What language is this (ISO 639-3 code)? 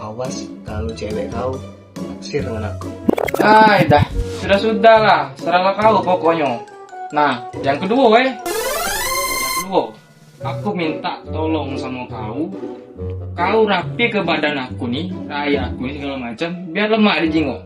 mui